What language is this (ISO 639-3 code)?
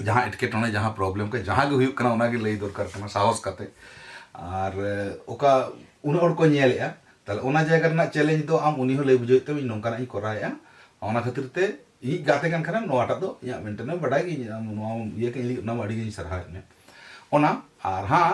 sat